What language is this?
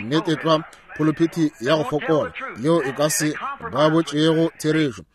Northern Sotho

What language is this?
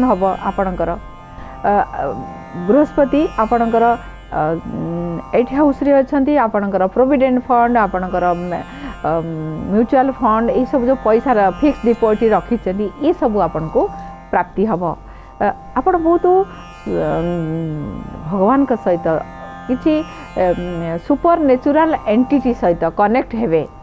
Odia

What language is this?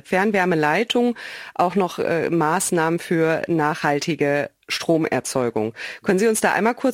German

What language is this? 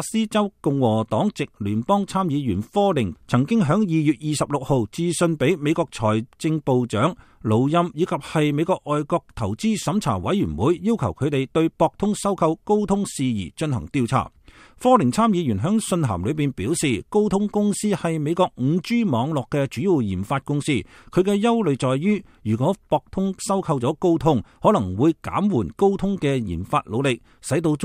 Cantonese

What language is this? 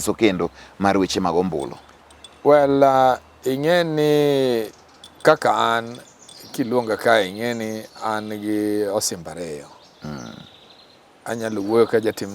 Luo (Kenya and Tanzania)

